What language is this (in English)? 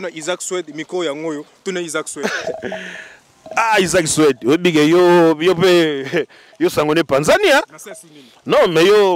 Lingala